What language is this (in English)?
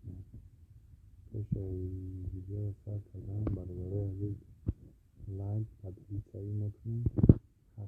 Tajik